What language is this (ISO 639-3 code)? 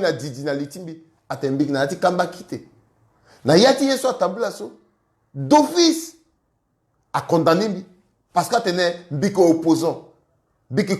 sag